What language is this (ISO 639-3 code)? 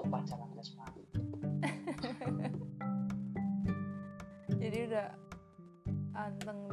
ind